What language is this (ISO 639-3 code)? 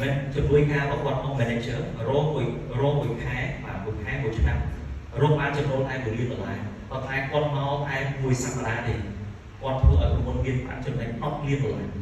khm